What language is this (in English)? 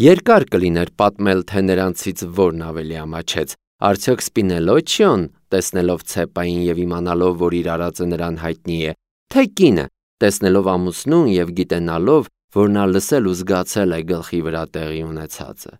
Armenian